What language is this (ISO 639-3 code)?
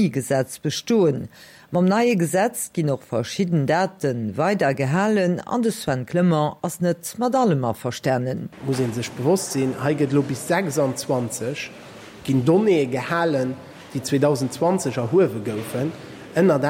ltz